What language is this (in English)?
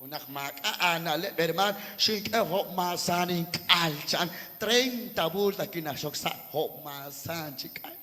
Kekchí